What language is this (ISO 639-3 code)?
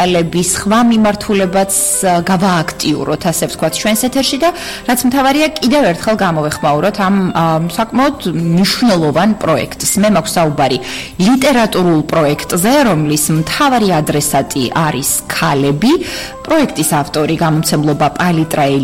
kat